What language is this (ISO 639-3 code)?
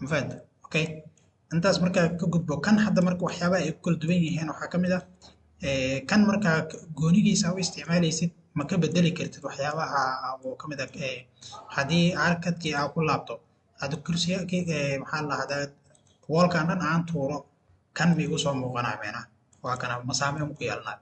som